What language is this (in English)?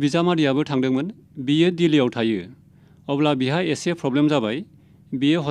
Bodo